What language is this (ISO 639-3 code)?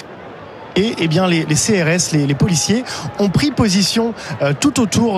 fra